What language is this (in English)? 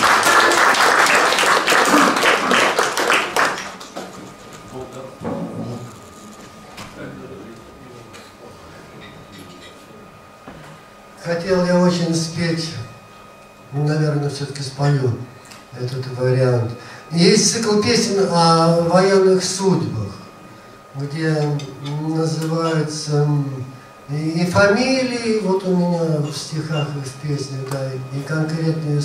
Russian